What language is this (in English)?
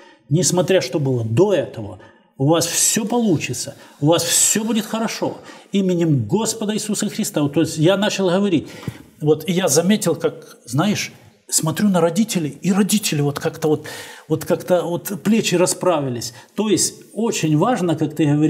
Russian